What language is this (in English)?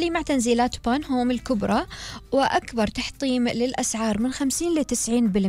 Gulf Arabic